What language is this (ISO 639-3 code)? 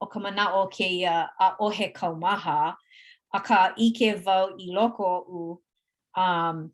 haw